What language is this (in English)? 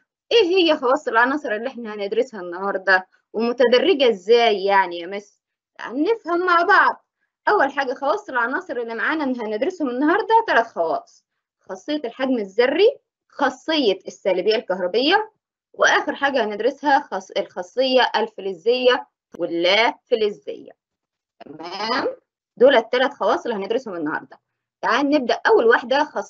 Egyptian Arabic